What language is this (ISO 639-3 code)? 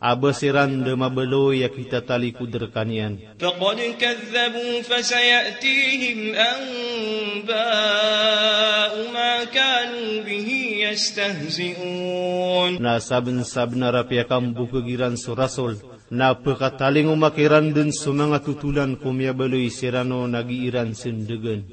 mrw